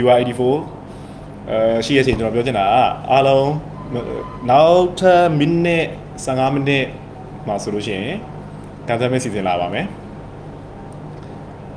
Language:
Burmese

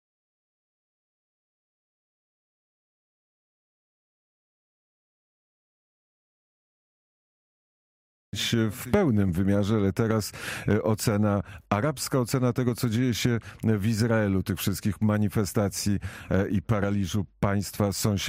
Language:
Polish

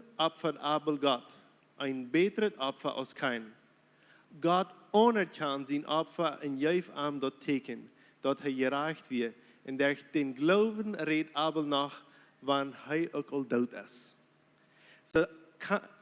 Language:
Plautdietsch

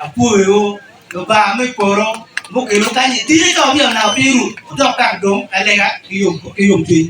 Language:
Acoli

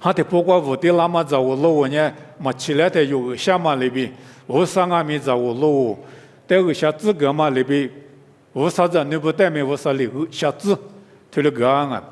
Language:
Lisu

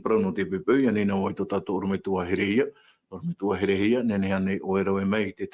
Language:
Tahitian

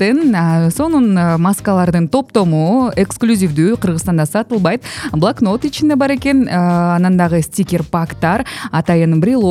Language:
Kyrgyz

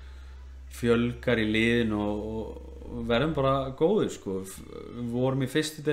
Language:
Icelandic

